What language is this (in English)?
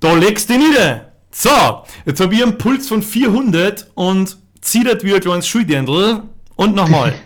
Bavarian